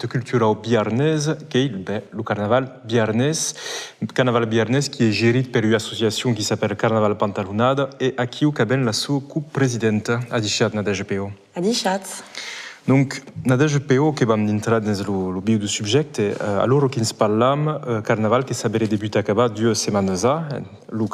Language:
Occitan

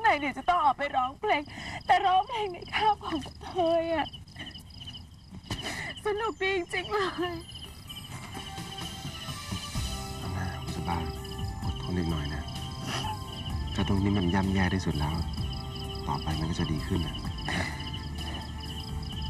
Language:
Thai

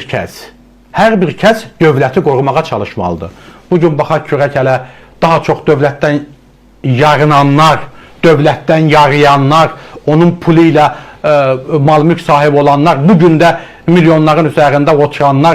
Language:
Azerbaijani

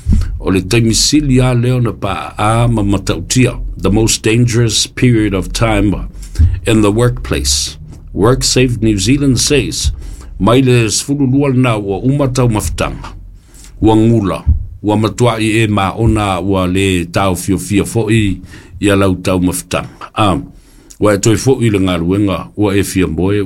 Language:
Samoan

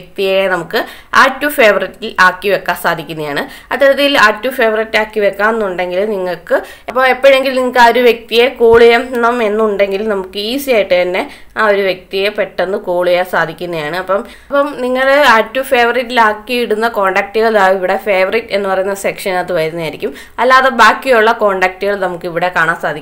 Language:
Malayalam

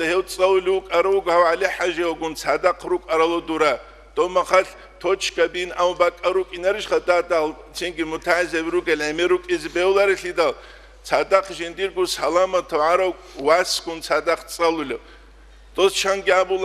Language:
Avaric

